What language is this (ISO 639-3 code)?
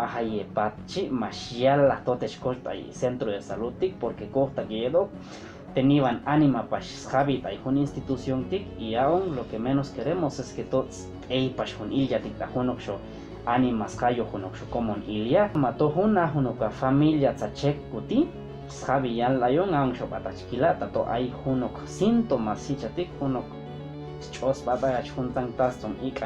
cac